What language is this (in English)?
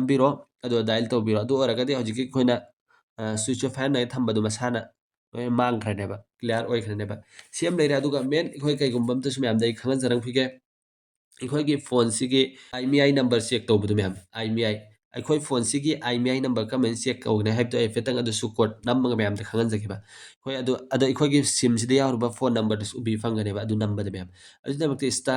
Manipuri